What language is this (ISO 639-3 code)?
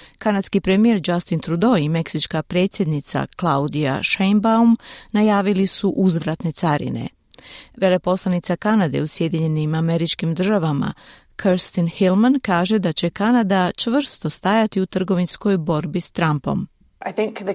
hrv